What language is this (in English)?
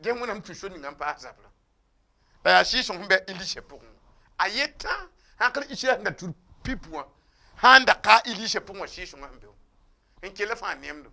Mossi